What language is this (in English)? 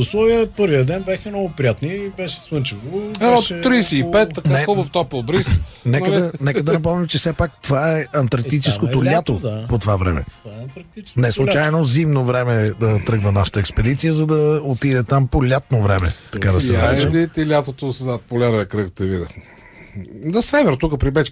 Bulgarian